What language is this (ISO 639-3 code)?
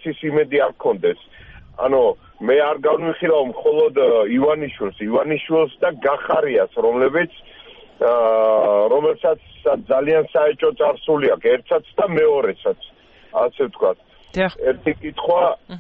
kat